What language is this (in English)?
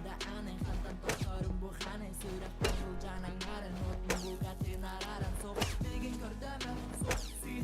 Yakut